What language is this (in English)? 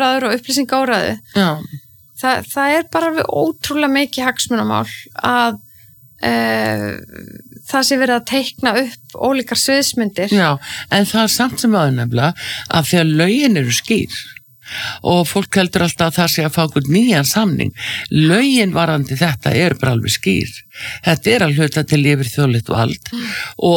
Icelandic